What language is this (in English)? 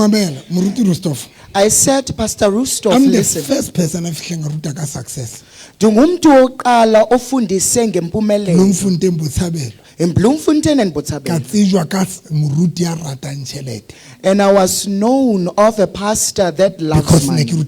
Southern Sotho